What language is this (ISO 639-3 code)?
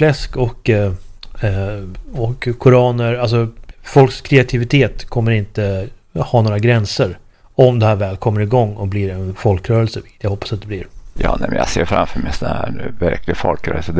swe